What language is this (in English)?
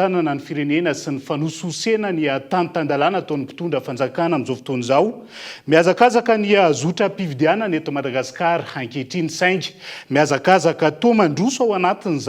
Malagasy